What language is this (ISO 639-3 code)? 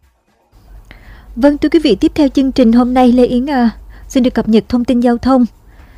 vie